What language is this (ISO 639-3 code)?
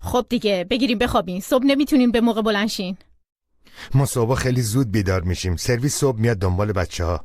fas